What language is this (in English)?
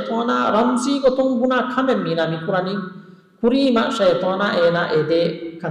Divehi